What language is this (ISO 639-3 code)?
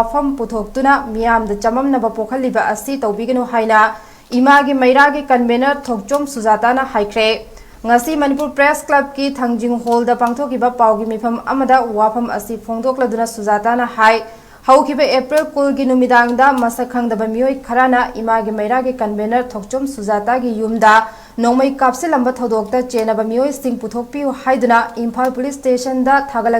mni